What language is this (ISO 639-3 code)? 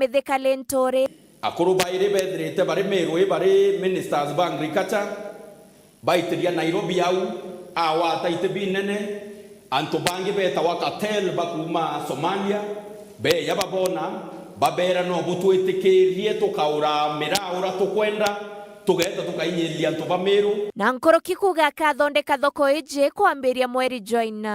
mer